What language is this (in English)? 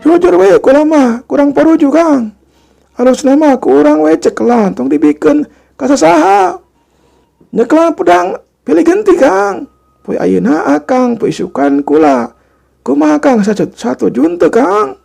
Sundanese